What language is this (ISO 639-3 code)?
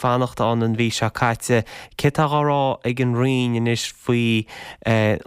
gle